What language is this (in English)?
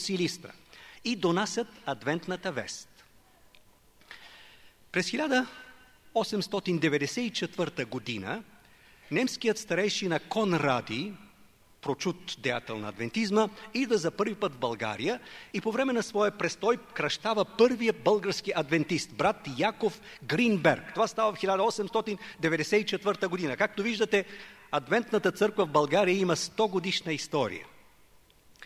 Bulgarian